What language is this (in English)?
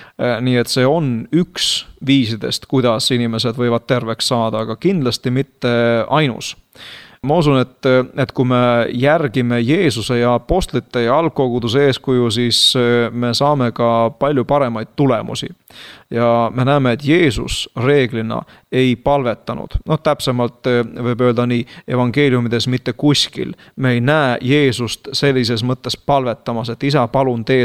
Estonian